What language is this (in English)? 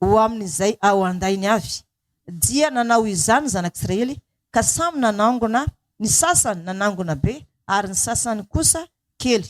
Malagasy